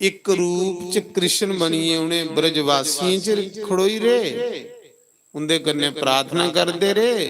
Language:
Dogri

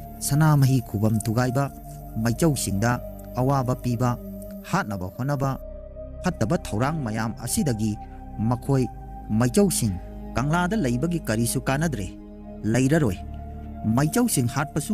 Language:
Manipuri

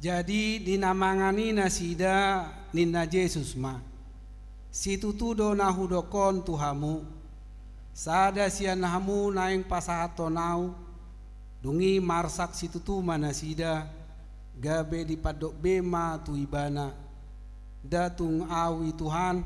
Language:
Batak Toba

